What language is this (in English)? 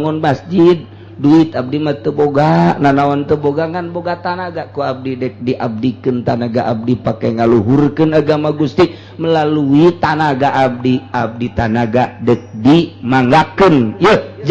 Sundanese